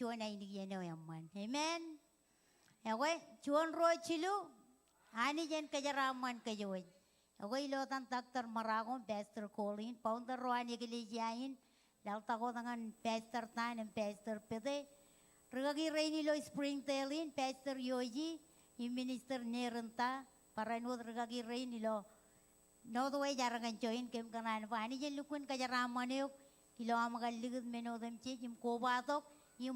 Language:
Marshallese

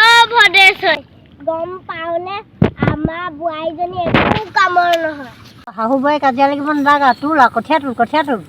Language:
Assamese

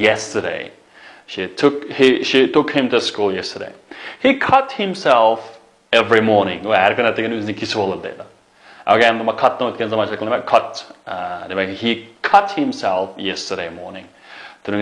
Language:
Uyghur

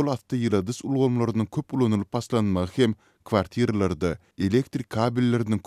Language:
Turkmen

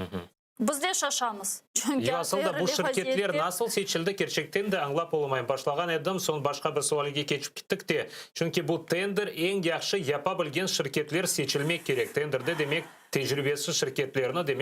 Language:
Crimean Tatar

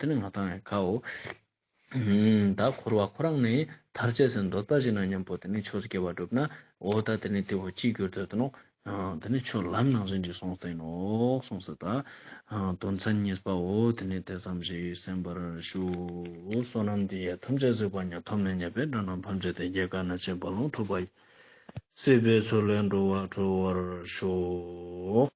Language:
Ladakhi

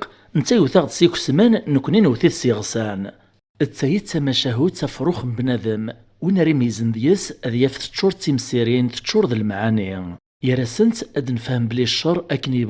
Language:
Kabyle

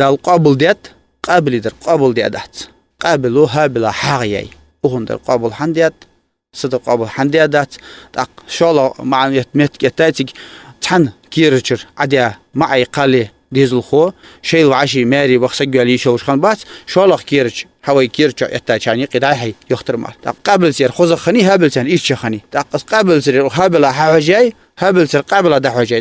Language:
Ingush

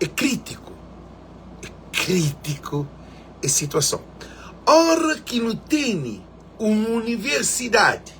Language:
Kabuverdianu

